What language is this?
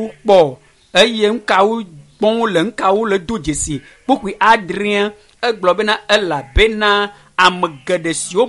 Ewe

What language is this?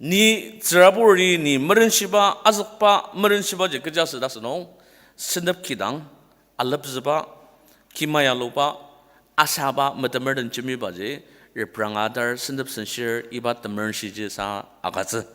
Ao Naga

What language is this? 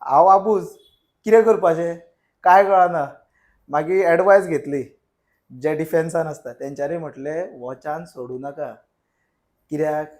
Konkani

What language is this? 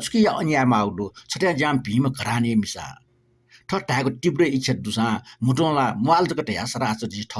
Newari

